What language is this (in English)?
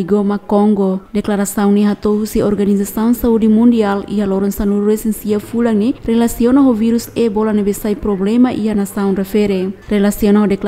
Tetum